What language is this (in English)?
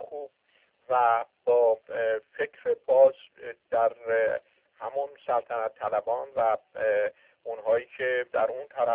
Persian